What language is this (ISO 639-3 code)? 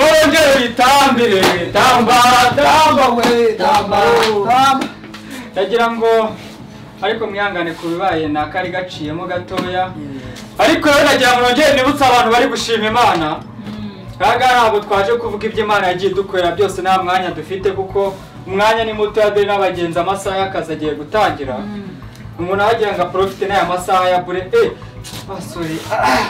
kin